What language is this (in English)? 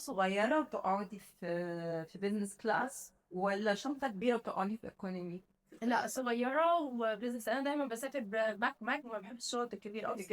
Egyptian Arabic